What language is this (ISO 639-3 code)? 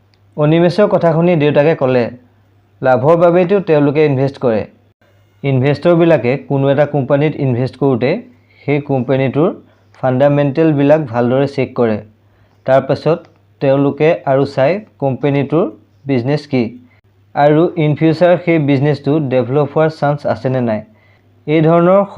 asm